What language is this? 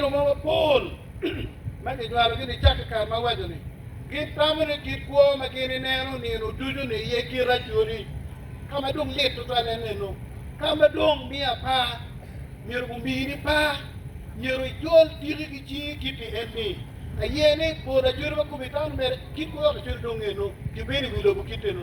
Acoli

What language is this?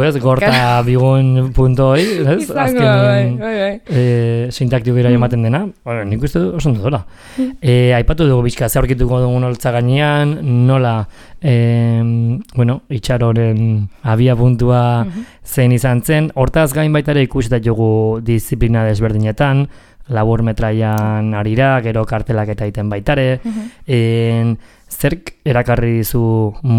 Basque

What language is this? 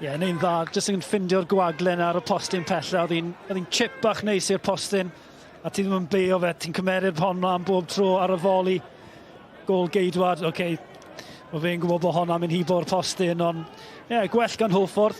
Welsh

